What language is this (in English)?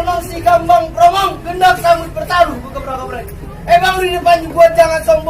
Betawi